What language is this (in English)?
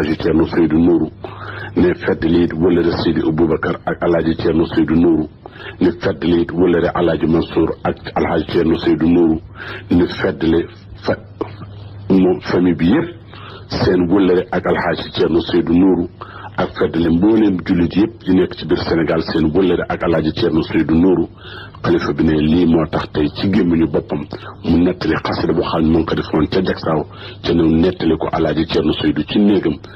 Wolof